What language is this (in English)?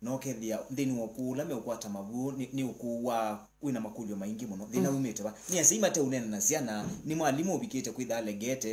Kamba